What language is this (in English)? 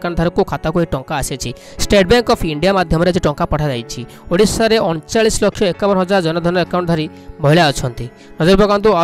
Odia